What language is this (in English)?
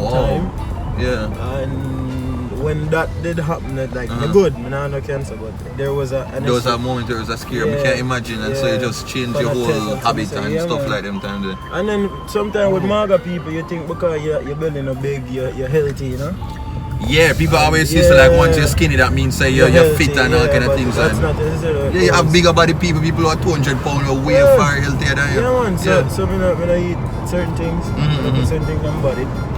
Jamaican Creole English